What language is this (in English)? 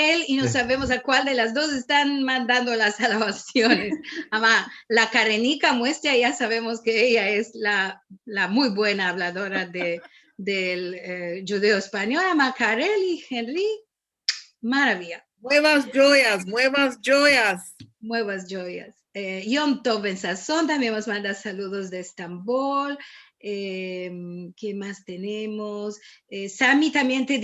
Ladino